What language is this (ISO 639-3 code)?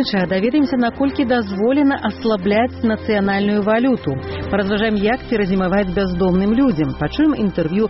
bel